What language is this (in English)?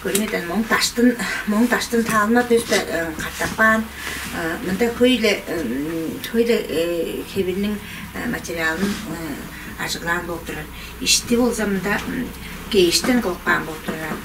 Tuvinian